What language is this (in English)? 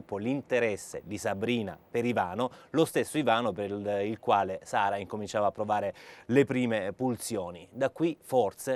Italian